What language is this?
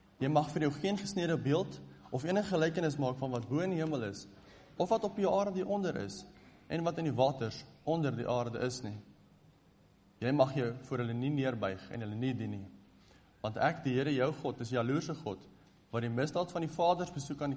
Afrikaans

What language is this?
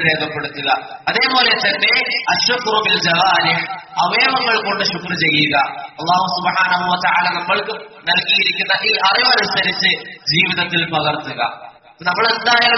Malayalam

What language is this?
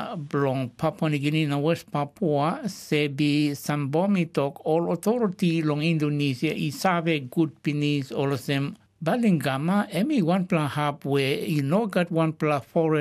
Tok Pisin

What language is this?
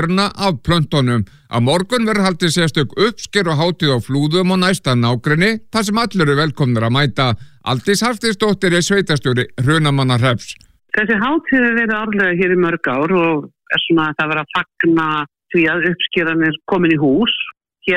Icelandic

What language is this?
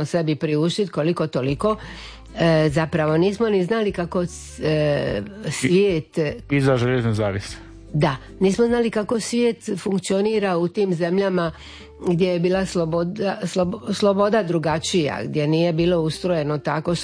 Croatian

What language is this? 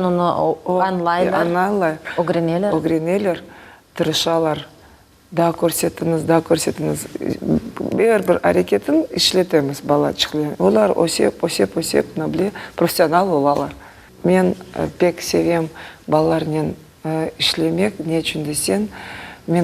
Crimean Tatar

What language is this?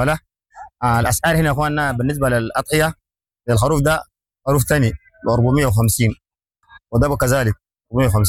Sudanese Arabic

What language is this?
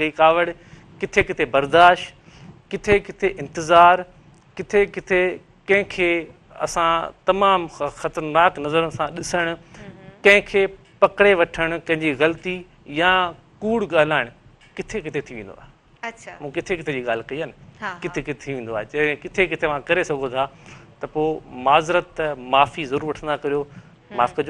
Sindhi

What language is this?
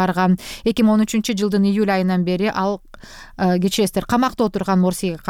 Kyrgyz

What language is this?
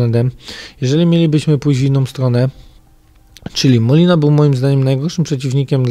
Polish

